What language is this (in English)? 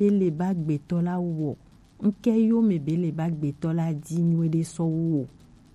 Gen